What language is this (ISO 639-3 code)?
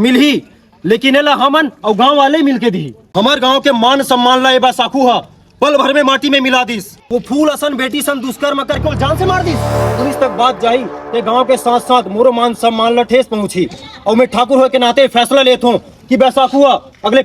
hne